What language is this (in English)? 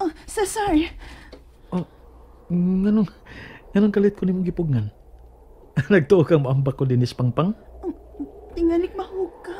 Cebuano